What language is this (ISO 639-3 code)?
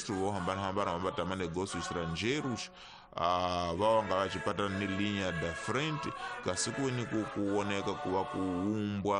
tso